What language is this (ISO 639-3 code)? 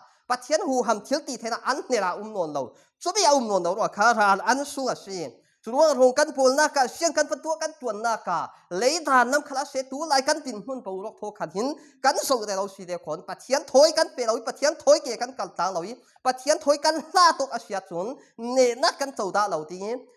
cfm